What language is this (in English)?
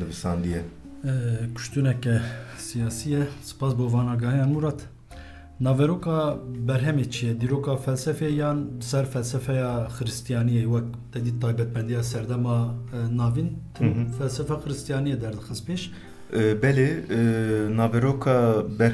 Kurdish